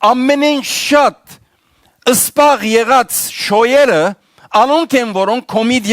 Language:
Western Armenian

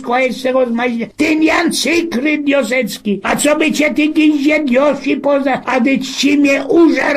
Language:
Silesian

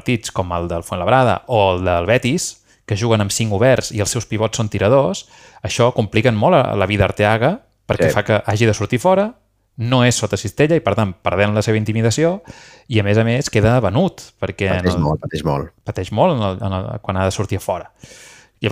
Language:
Catalan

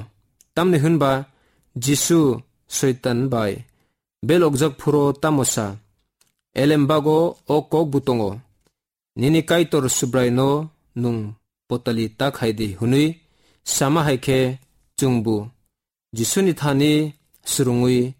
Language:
Kok Borok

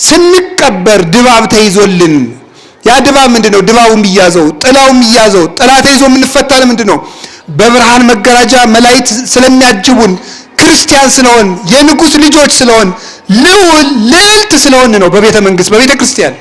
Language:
Amharic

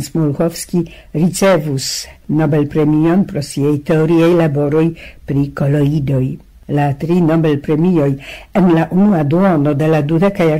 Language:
Esperanto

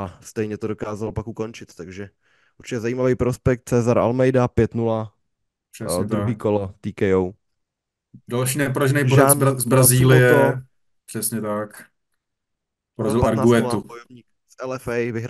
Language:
Czech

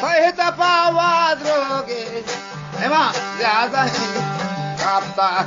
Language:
Eastern Balochi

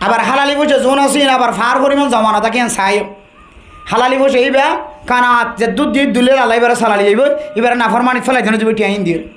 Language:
Rohingya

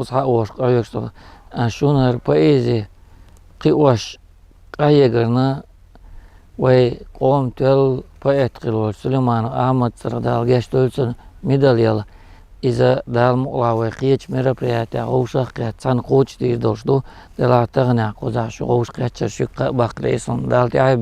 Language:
Chechen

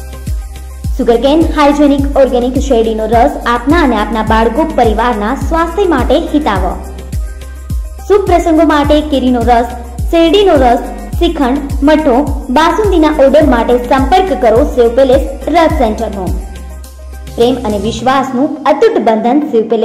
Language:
Gujarati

